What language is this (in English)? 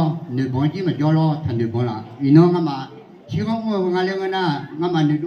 Akha